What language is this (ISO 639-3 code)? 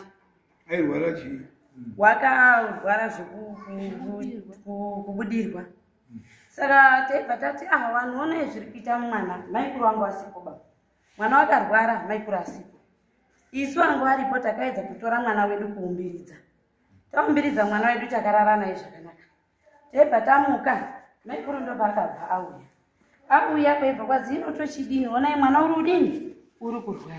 sna